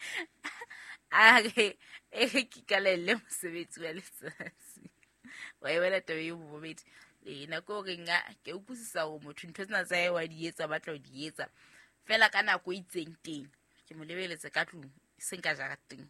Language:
Southern Sotho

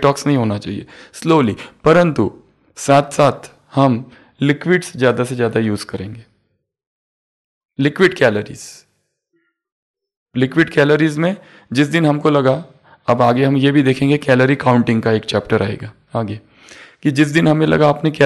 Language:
Hindi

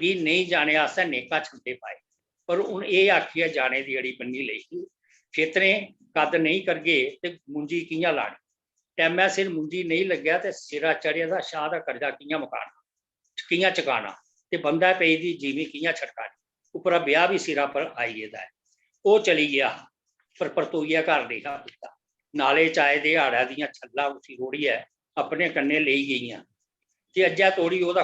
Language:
Dogri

